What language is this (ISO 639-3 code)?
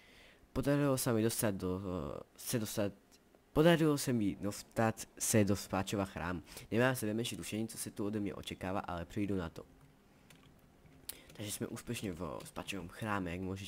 slk